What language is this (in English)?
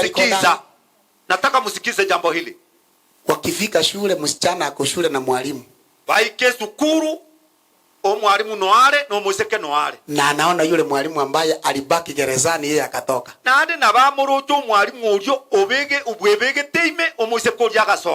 Gusii